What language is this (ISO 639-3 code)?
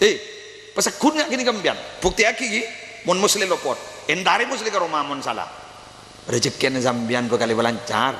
mad